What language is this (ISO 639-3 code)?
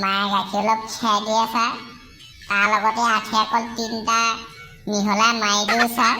asm